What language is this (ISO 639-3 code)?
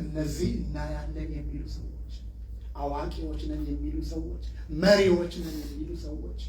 amh